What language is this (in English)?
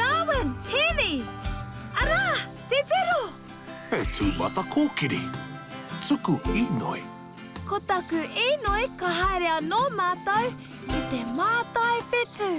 Māori